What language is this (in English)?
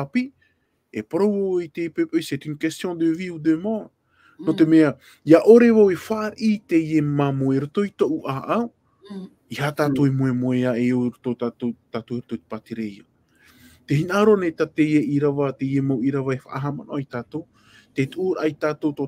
Tahitian